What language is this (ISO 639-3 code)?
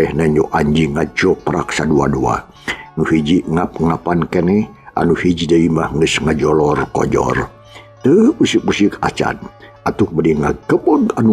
sun